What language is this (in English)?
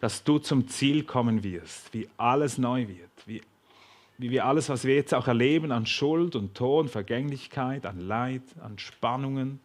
Swiss German